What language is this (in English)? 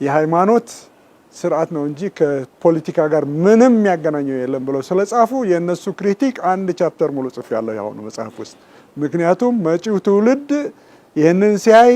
Amharic